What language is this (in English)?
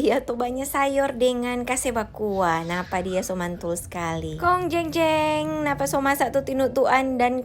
Manado Malay